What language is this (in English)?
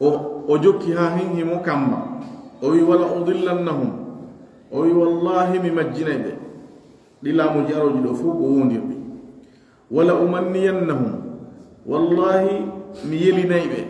Pular